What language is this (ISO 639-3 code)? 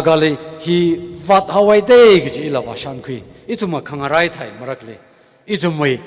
nmf